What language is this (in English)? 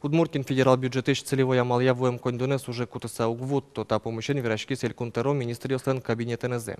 Udmurt